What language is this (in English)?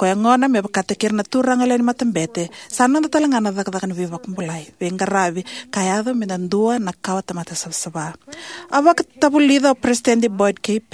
Fijian